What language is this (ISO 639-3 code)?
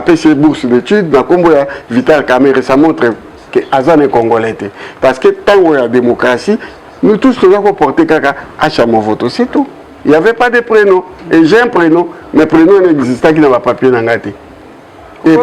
lin